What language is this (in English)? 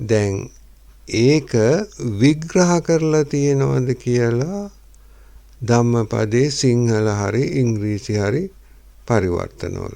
Sinhala